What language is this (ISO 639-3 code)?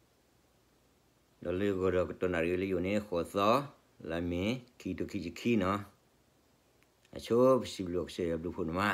ksw